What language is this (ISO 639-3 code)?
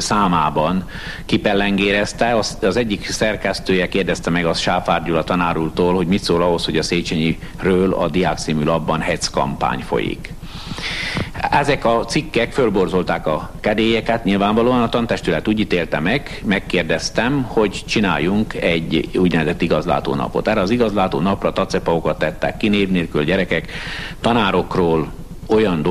hun